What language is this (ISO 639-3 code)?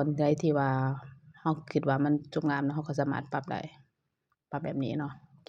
lao